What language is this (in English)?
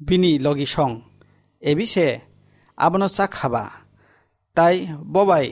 Kok Borok